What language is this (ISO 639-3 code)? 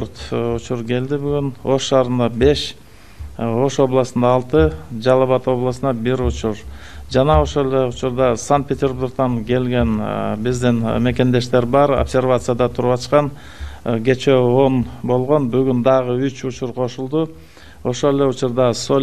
kir